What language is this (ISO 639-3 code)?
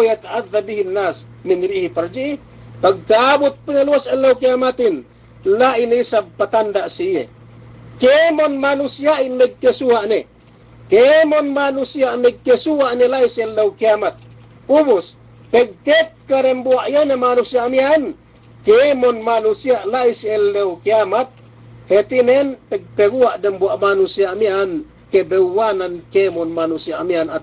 yka